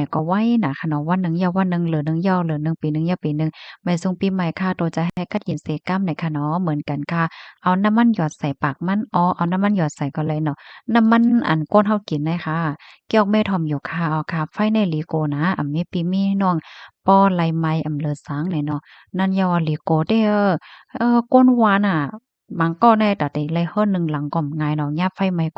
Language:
Shan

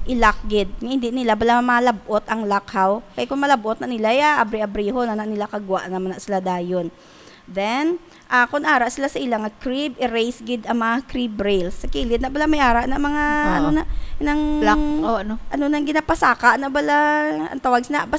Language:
Hiligaynon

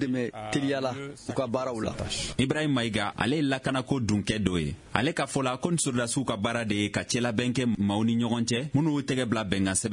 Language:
Bambara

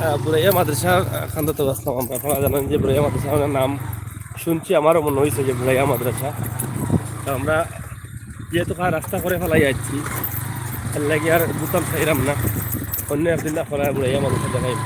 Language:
Sylheti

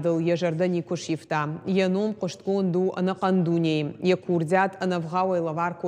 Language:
Ossetic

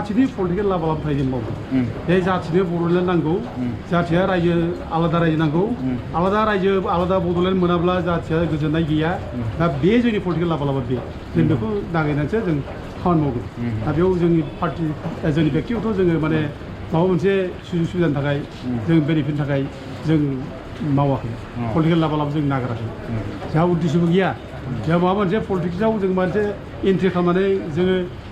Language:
Bodo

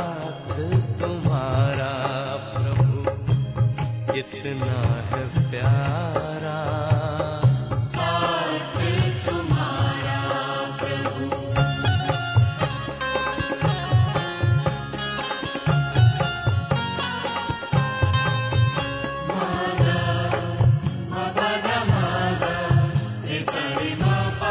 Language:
Hindi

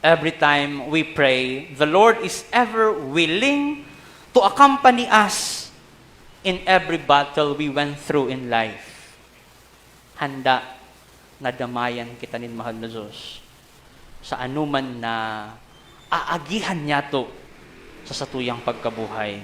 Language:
Bikol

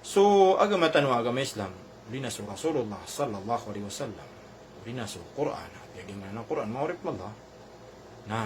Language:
Maranao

